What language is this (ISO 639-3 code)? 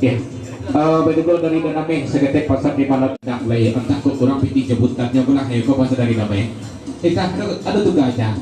min